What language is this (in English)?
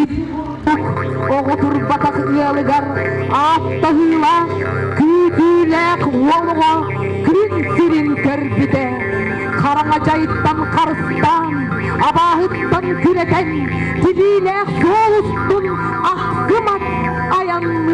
Yakut